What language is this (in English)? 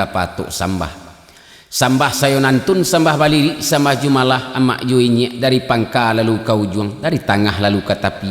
Minangkabau